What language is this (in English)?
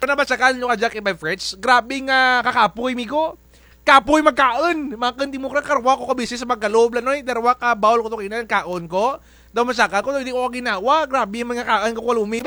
Kinaray-a